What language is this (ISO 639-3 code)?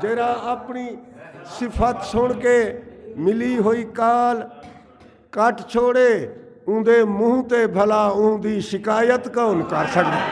skr